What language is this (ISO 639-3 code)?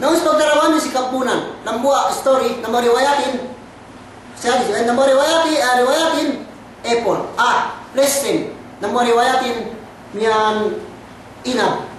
yka